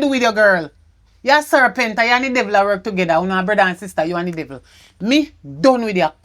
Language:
Jamaican Creole English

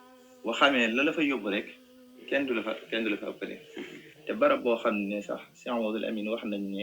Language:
Wolof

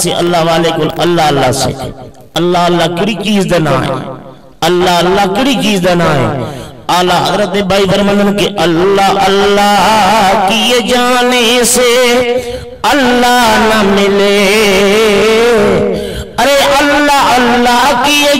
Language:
Urdu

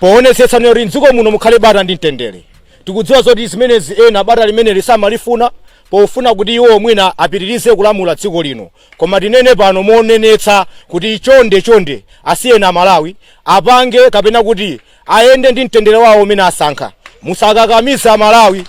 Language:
Nyanja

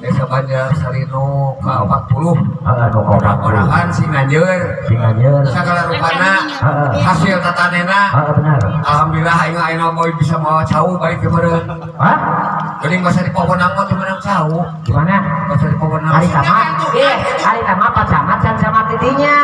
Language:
Sundanese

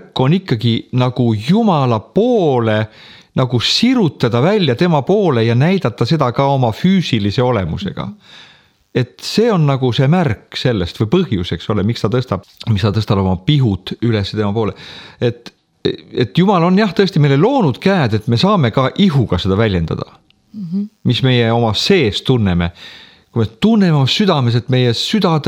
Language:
Estonian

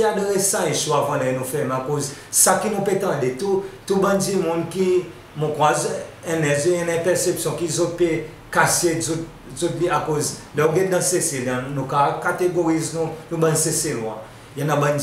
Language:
Seselwa Creole French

